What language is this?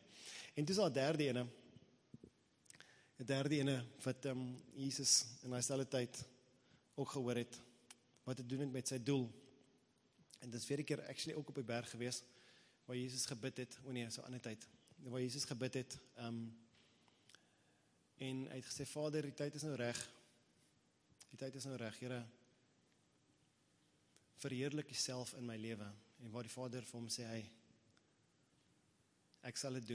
Afrikaans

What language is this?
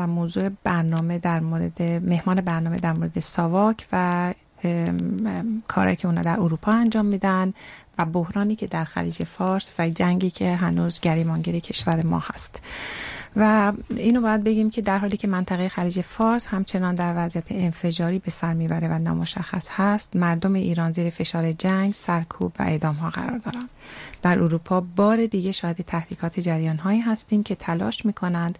Persian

